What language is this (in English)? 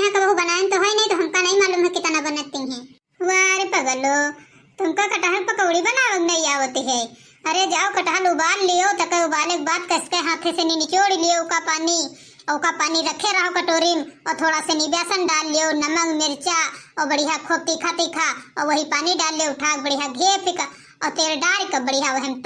Awadhi